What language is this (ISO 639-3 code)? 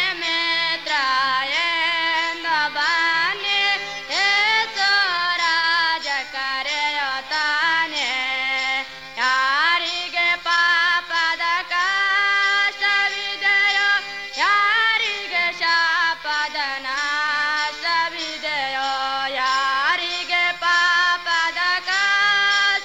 kan